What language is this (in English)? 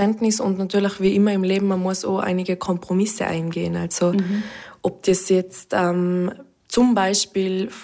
German